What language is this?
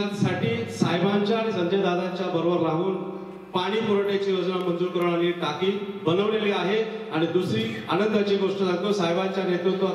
Marathi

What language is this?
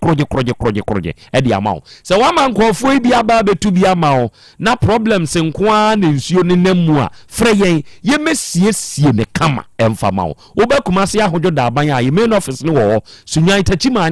Akan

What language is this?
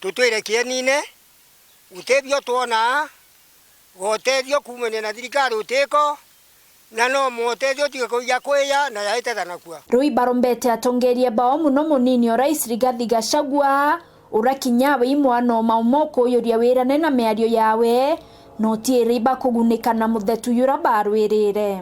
Meru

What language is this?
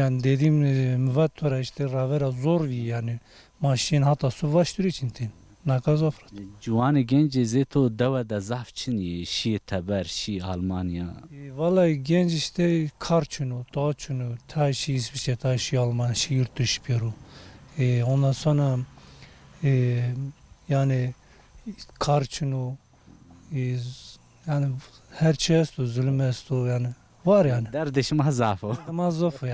Zaza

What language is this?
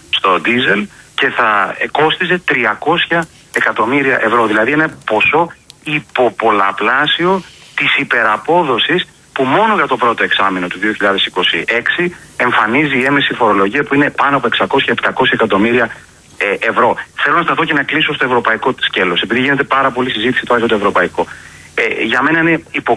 Greek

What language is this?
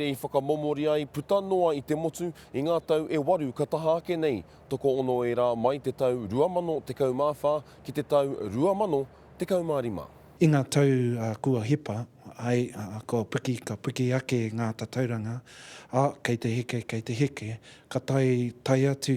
Māori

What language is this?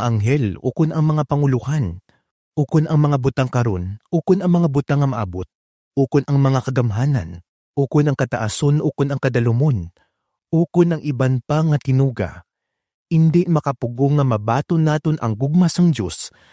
Hiligaynon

